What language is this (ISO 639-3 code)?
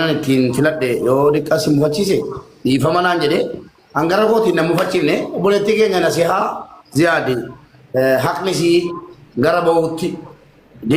orm